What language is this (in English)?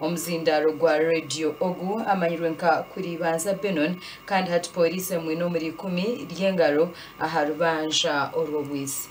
Nyankole